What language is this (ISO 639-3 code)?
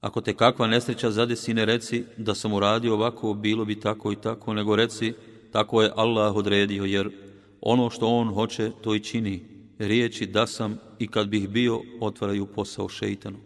bos